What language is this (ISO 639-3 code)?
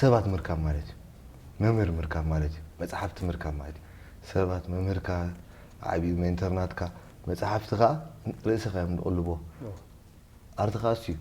tir